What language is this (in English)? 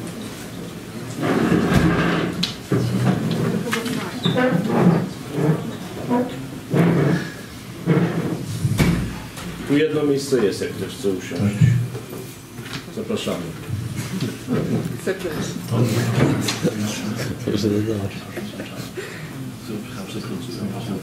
Polish